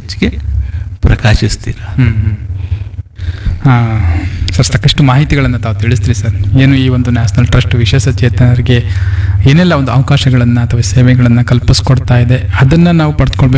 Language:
Kannada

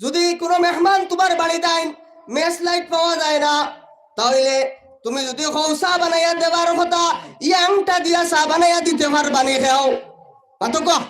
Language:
Sylheti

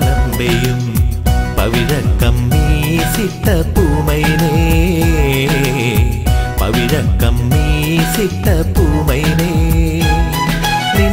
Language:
Malayalam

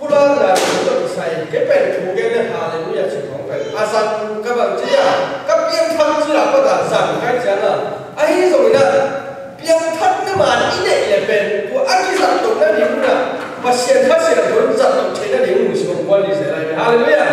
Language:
Tedim Chin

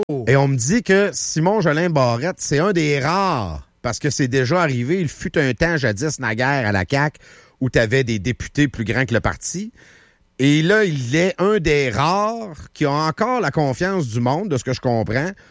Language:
French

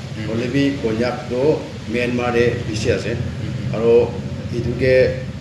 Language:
Naga Pidgin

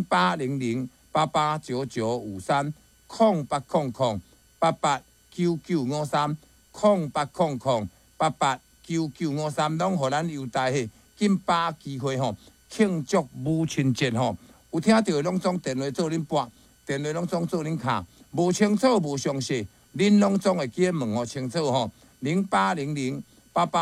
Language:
Min Nan Chinese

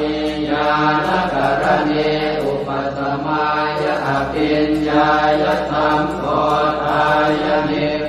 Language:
Pali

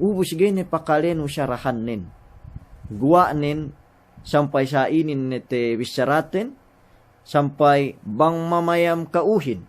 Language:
Yakan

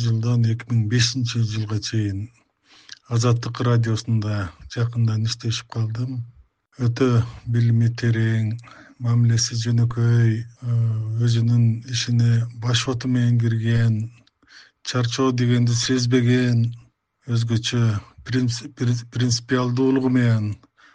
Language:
Kyrgyz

